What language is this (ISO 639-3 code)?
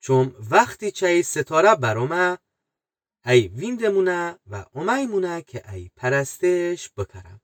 glk